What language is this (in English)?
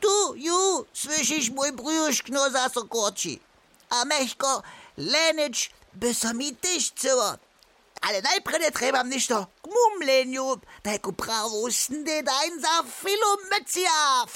Upper Sorbian